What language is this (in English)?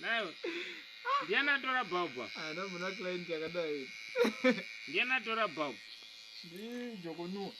Shona